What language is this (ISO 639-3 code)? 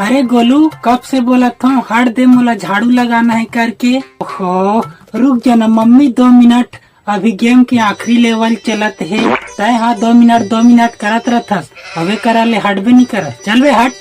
hne